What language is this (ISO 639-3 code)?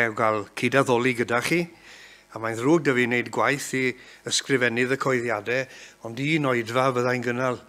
cym